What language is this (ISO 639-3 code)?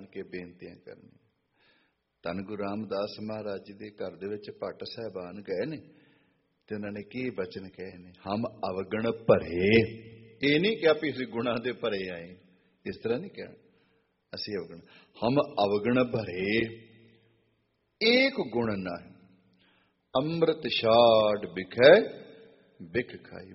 pan